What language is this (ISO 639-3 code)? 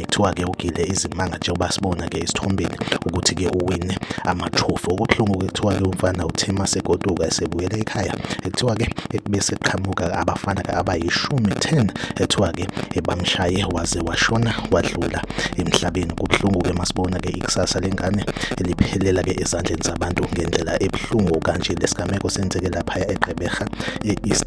zul